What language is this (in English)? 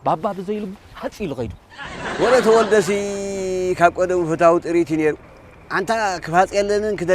Tigrinya